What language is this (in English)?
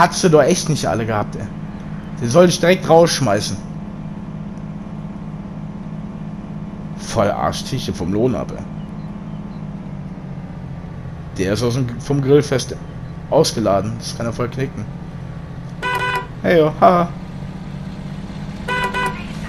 German